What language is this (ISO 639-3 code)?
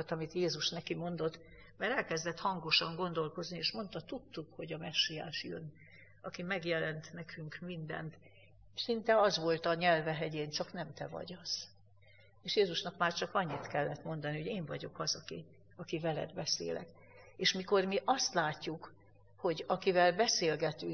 hun